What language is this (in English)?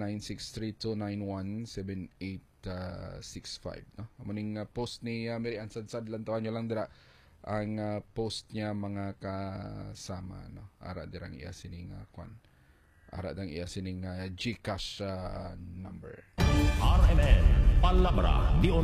Hiligaynon